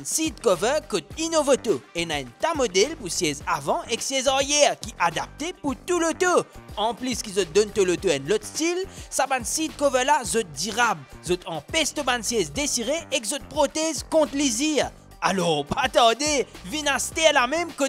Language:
Morisyen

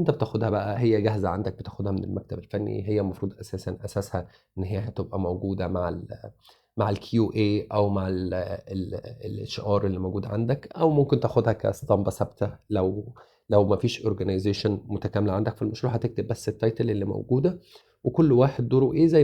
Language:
Egyptian Arabic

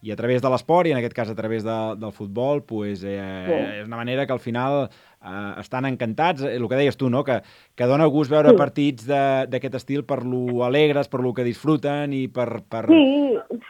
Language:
Catalan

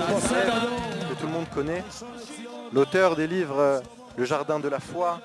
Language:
French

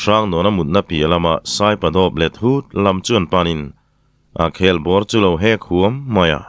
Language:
Mizo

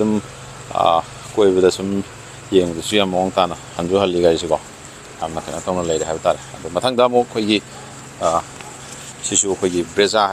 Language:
Manipuri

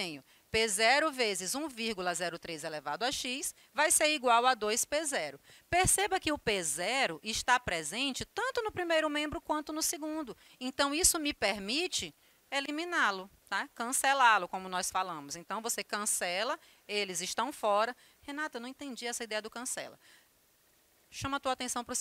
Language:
Portuguese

